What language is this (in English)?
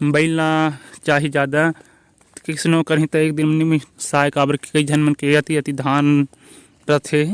Chhattisgarhi